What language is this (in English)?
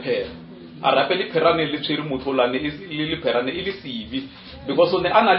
Northern Sotho